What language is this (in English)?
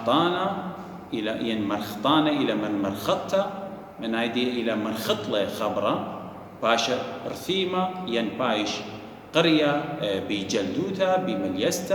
Assyrian Neo-Aramaic